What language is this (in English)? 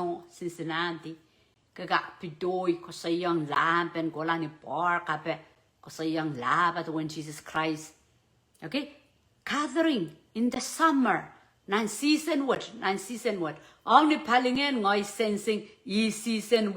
Pohnpeian